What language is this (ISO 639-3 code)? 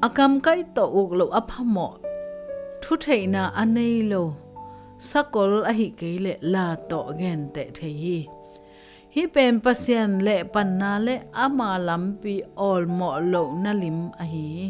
ctd